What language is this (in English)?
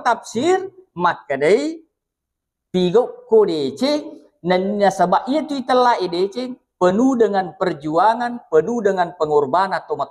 Buginese